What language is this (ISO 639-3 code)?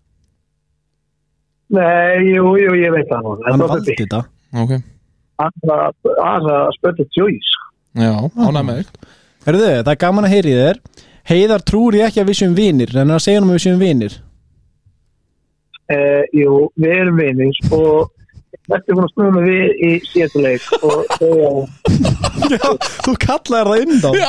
isl